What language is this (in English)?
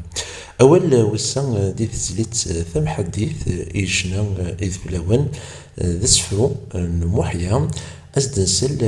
Kabyle